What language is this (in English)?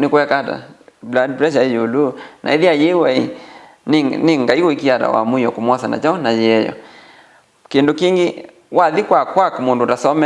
Kamba